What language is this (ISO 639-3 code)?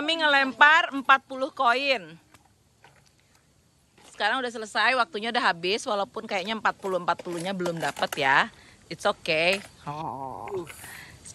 ind